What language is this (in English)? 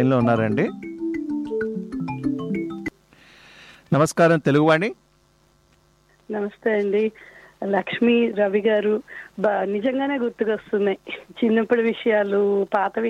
Telugu